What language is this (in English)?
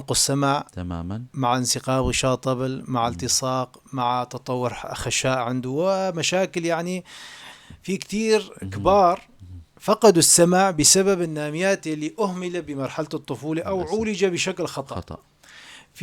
North Levantine Arabic